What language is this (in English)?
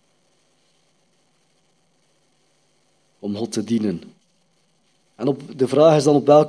Dutch